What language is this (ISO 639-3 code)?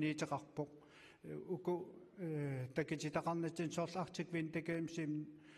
kal